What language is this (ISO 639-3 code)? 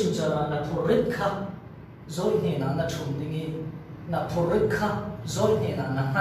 cfm